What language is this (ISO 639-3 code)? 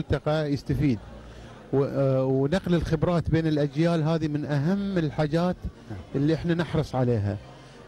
afb